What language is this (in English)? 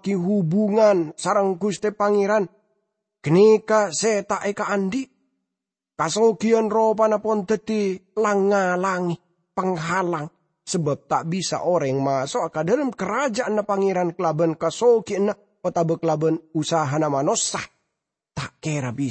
Madurese